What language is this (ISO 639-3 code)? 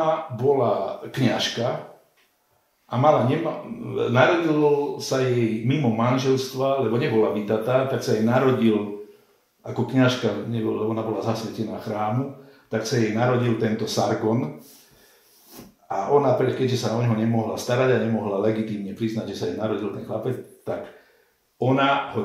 slk